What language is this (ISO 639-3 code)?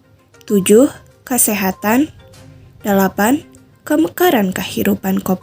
sun